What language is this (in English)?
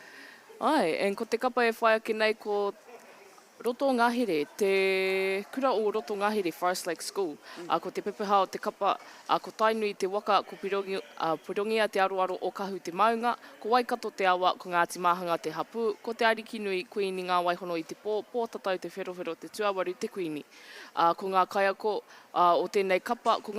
Māori